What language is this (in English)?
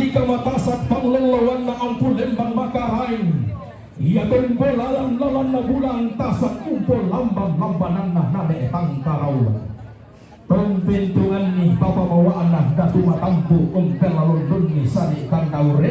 Toraja-Sa'dan